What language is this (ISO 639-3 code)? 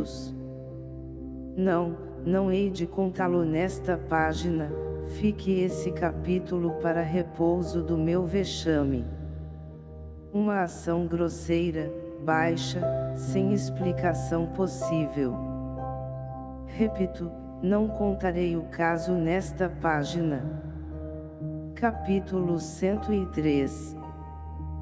por